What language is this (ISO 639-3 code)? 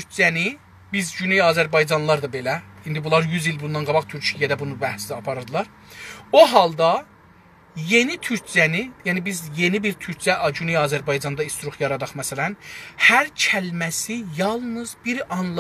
azb